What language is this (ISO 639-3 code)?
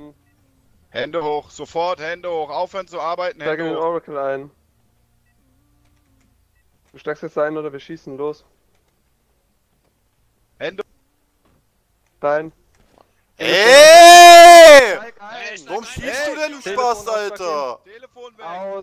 deu